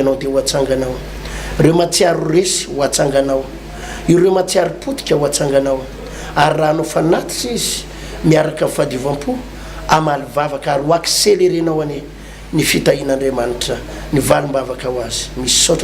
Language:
Malagasy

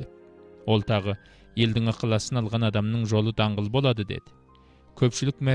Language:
Kazakh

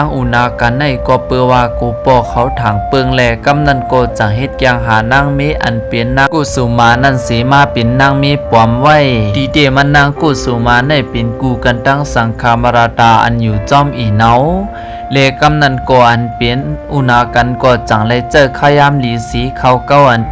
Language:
Shan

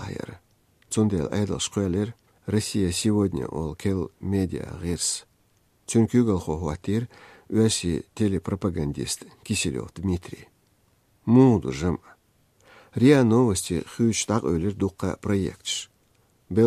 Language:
Chechen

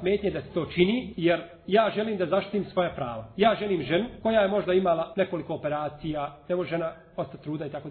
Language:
Bosnian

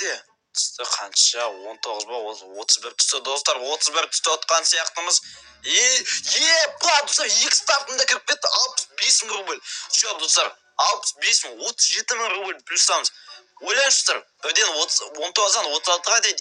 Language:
Kazakh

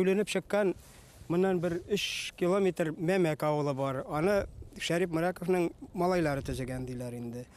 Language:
Bashkir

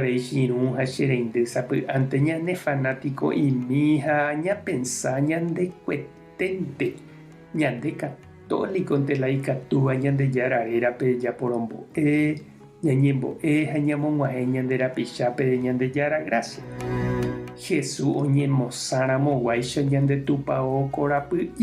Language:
Guarani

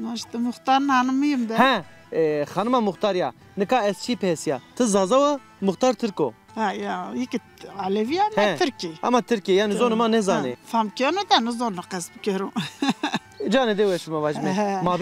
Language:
Zaza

